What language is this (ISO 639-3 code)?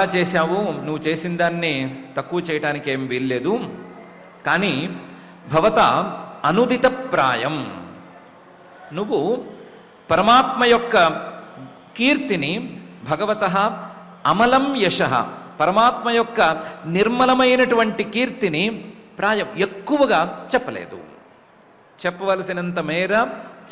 tel